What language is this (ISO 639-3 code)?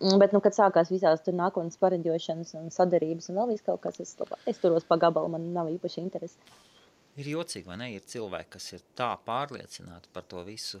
lav